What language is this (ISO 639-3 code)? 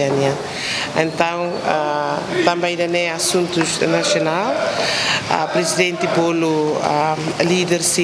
tet